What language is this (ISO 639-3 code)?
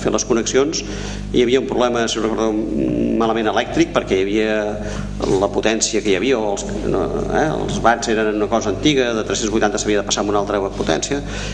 cat